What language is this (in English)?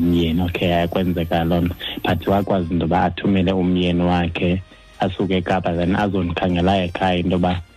Xhosa